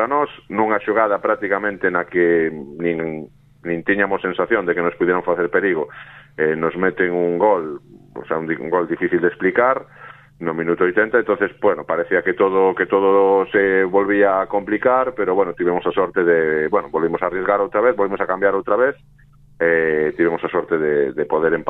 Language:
Galician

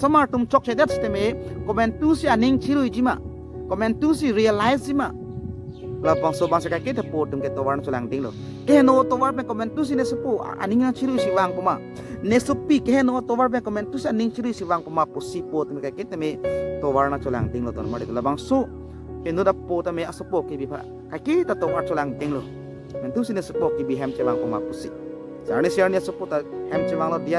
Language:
Karbi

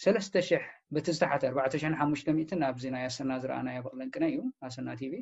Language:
Tigrinya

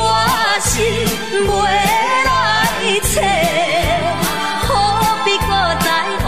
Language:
Min Nan Chinese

